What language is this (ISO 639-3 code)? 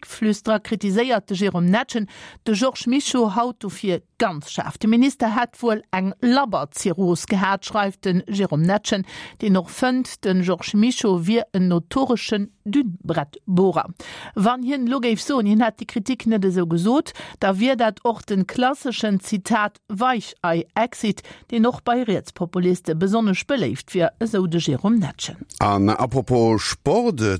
ltz